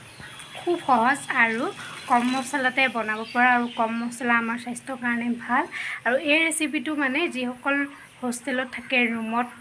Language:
Assamese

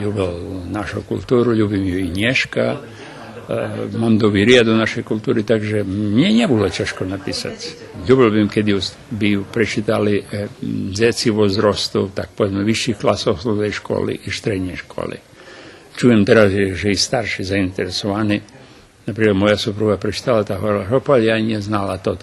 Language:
Rusyn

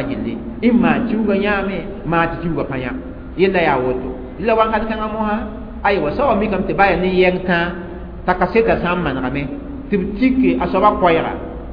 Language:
Mossi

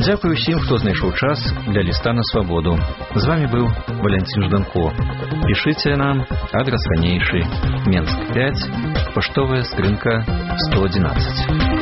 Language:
Belarusian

